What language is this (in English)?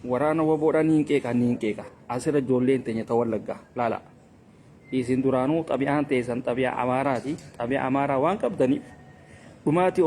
Oromo